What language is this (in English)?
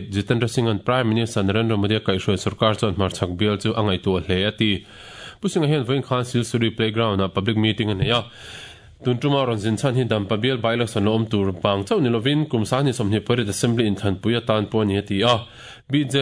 Mizo